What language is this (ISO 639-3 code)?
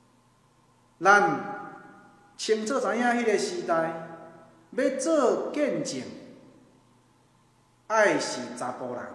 nan